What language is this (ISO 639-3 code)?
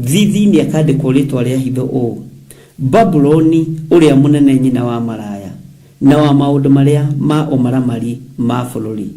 kik